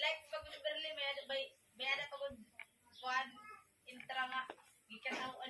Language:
Waray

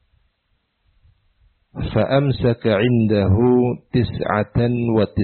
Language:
Indonesian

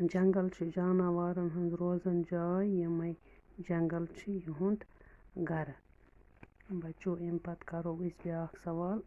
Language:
Kashmiri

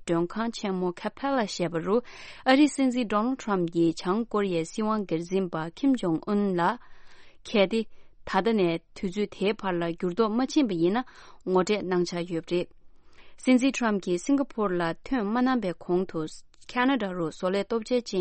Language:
Tibetan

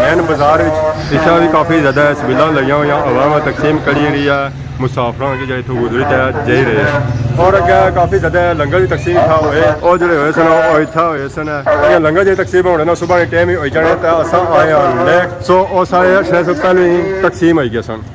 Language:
Pahari-Potwari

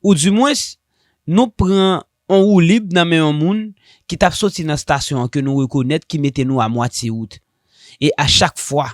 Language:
Haitian Creole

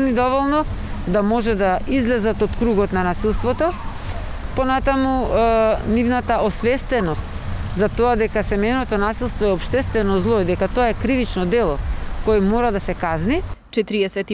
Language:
Macedonian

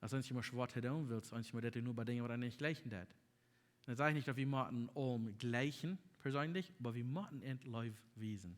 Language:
Plautdietsch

